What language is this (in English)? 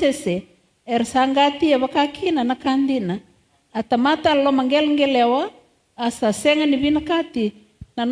Fijian